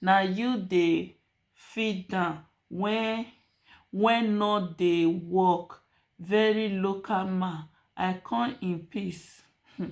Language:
Nigerian Pidgin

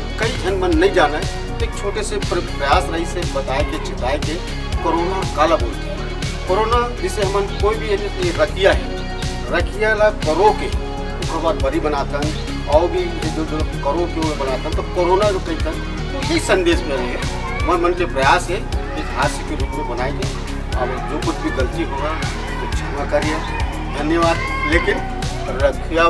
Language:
Chhattisgarhi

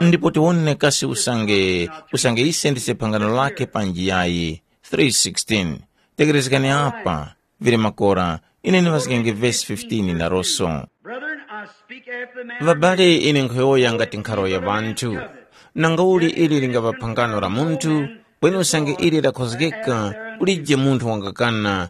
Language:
Tumbuka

